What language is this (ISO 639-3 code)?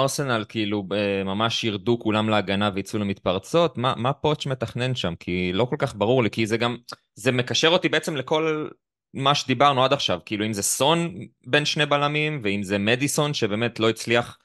heb